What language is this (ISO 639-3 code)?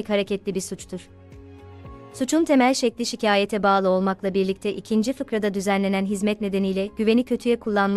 tur